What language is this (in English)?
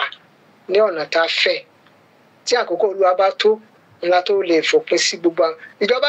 Yoruba